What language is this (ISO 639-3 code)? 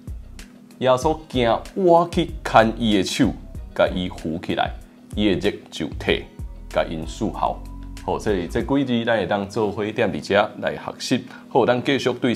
nan